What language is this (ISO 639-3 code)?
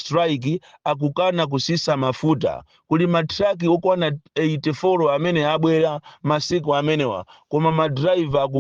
nya